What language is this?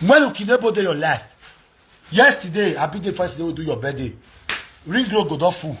Nigerian Pidgin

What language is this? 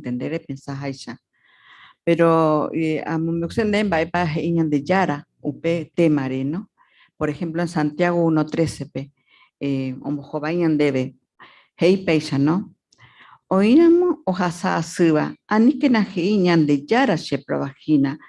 Guarani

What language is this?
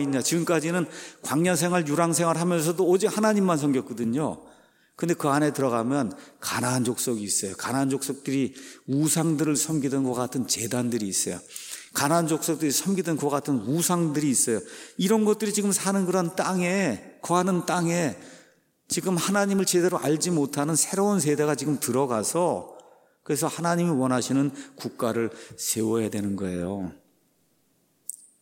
Korean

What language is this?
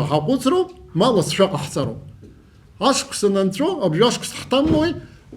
Abkhazian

